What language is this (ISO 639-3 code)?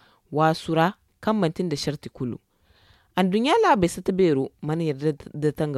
dje